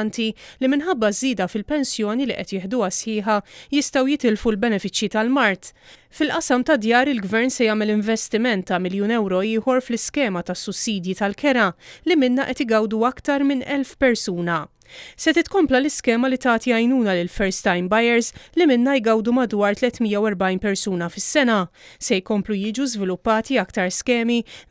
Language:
Maltese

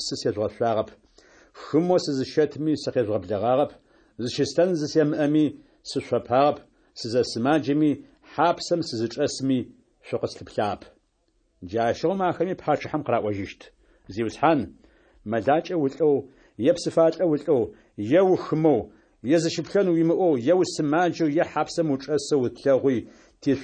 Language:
Adyghe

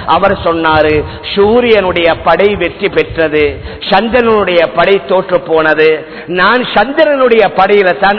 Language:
Tamil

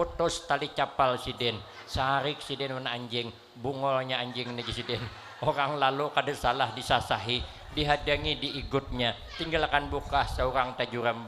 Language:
Banjar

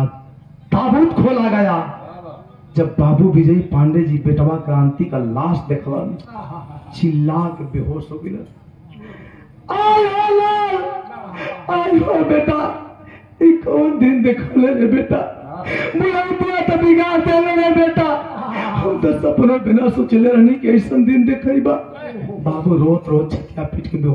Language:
Bhojpuri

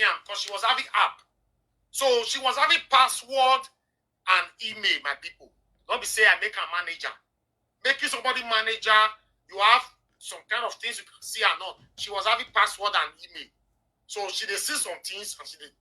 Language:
Nigerian Pidgin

